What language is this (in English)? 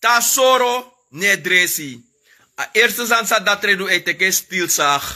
Sranan Tongo